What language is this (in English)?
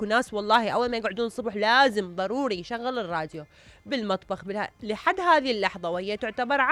Mesopotamian Arabic